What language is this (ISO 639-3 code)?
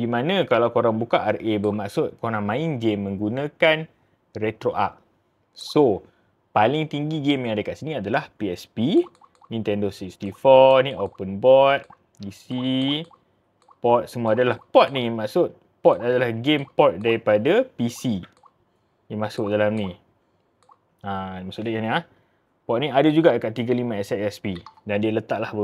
msa